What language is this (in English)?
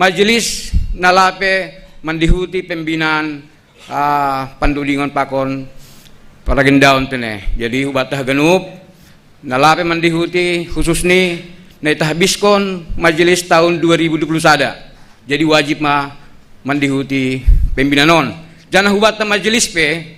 Batak Simalungun